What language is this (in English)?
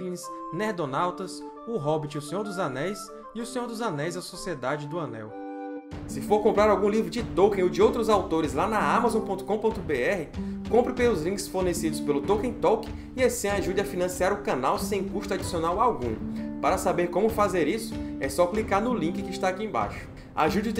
Portuguese